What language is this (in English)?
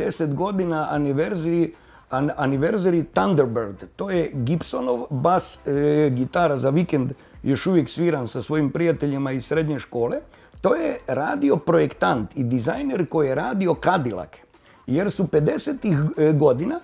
Croatian